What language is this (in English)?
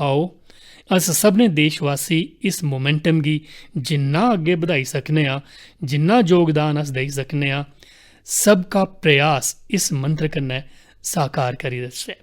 Dogri